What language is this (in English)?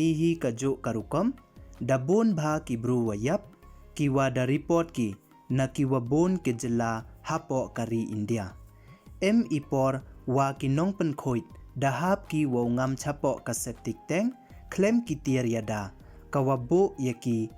Pnar